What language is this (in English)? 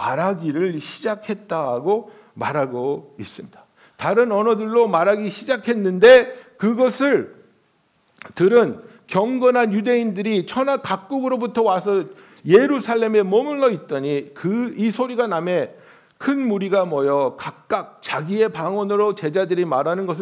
Korean